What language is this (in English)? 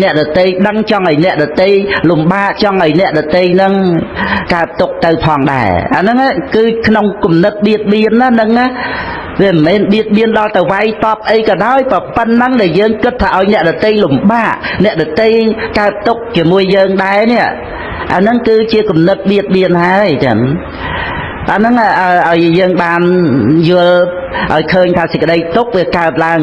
Khmer